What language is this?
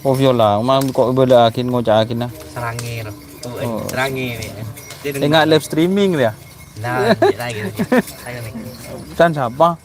Madurese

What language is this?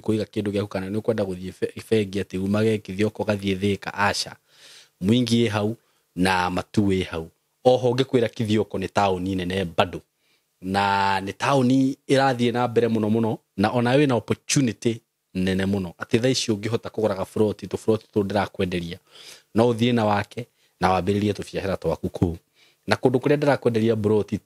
Kikuyu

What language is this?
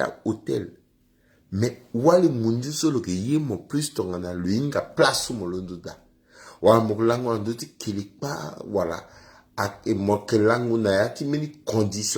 Sango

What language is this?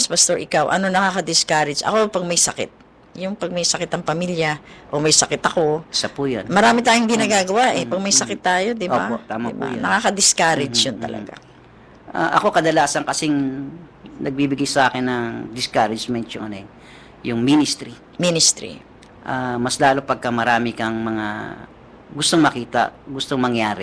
Filipino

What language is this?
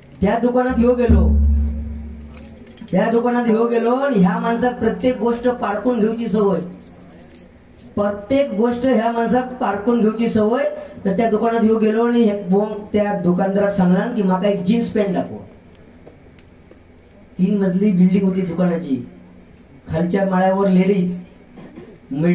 Marathi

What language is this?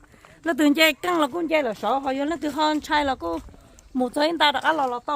Hmong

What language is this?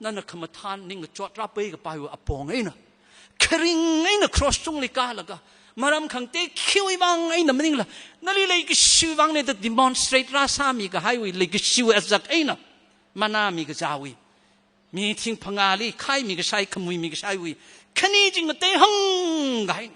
Tangkhul Naga (India)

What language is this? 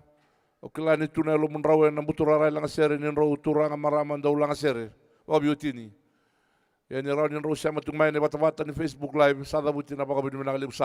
Fijian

